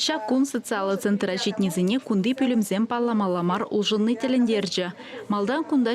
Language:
Chuvash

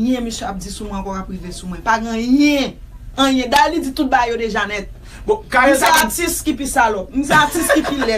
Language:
Haitian Creole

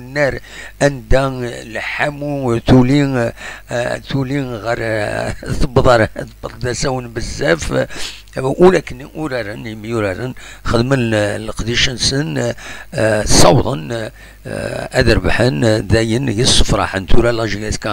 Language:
Kabyle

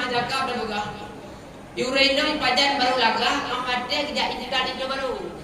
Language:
Achinese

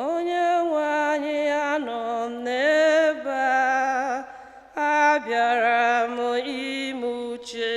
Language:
Igbo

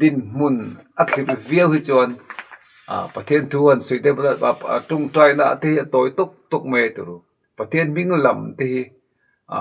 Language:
Mizo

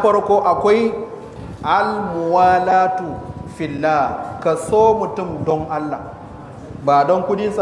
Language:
Hausa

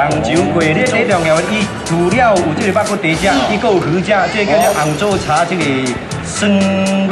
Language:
Min Nan Chinese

